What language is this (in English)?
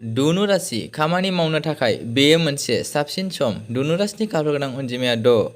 Bodo